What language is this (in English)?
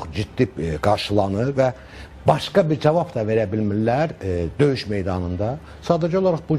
Azerbaijani